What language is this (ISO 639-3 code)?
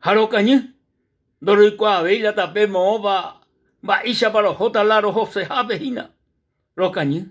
grn